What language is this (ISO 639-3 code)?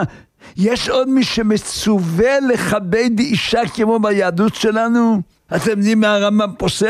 heb